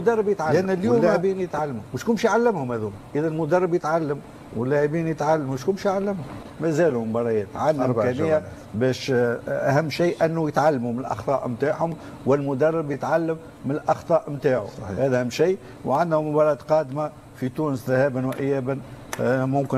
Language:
Tunisian Arabic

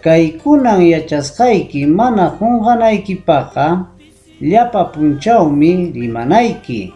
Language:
Ayacucho Quechua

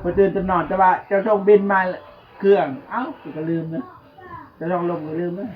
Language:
Northeastern Thai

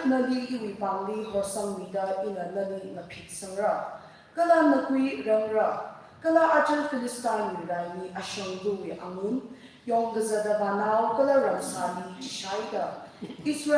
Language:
Tangkhul Naga (India)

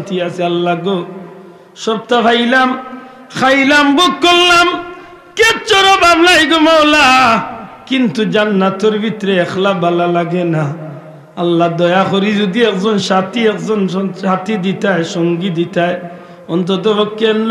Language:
Sylheti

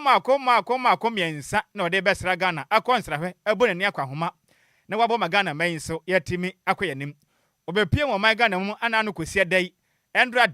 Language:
Akan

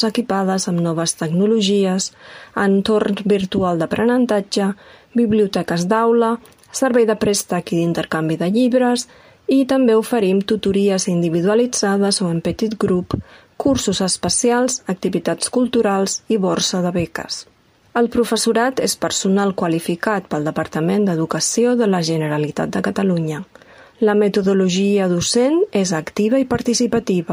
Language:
Catalan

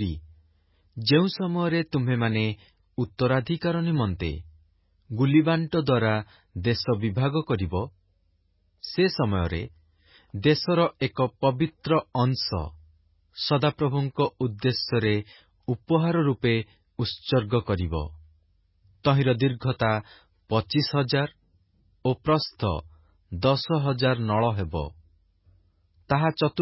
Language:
Odia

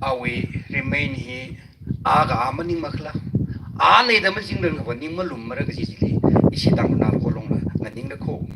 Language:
Tangkhul Naga (India)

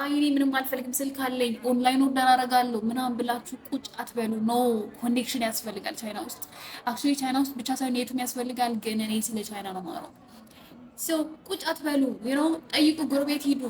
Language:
Amharic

